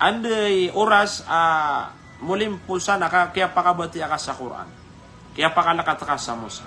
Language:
Maranao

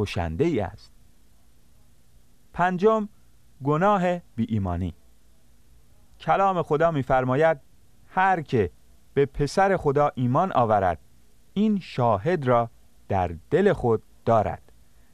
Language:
Persian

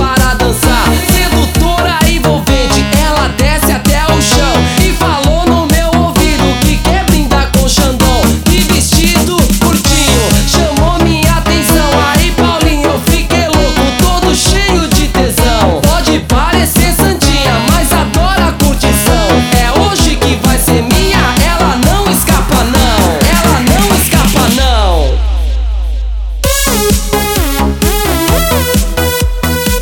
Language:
Portuguese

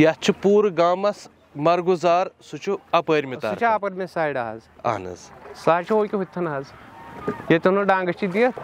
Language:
Kashmiri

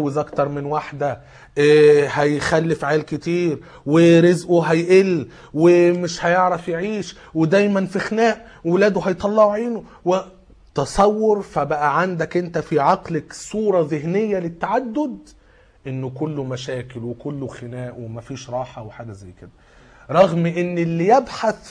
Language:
Egyptian Arabic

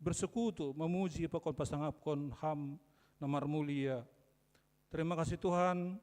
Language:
Batak Simalungun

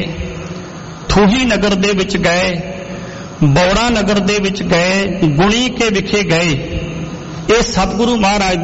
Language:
Punjabi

